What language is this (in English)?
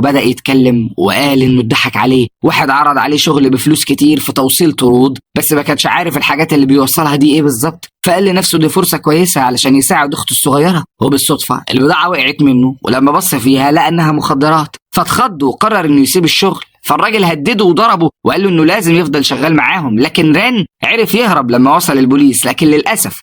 Egyptian Arabic